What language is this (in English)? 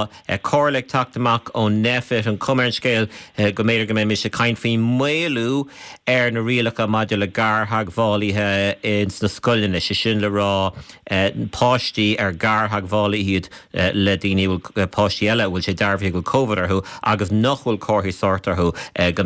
Irish